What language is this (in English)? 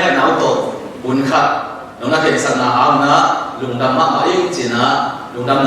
Tedim Chin